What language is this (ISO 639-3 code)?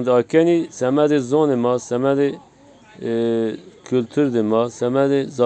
zza